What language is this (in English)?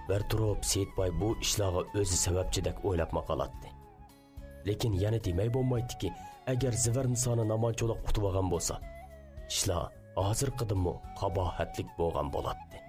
Uyghur